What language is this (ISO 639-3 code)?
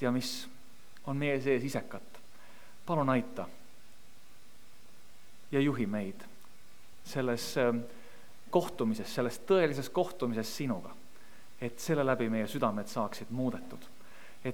est